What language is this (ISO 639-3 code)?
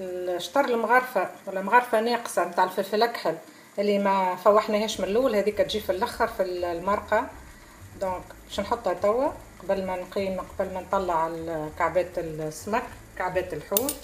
aeb